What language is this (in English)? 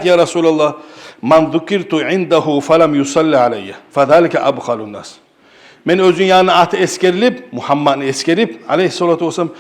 Kumyk